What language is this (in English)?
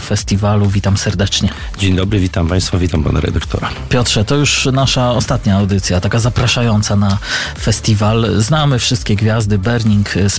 Polish